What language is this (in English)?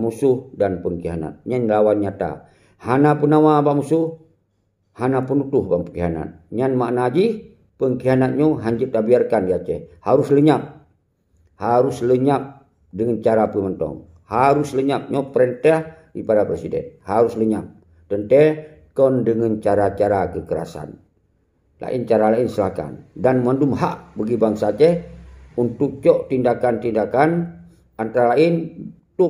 Achinese